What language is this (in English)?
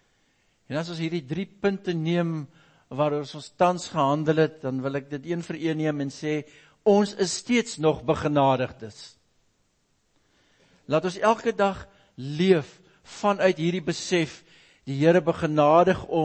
Afrikaans